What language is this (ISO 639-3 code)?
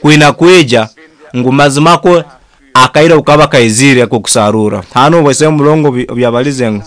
nyo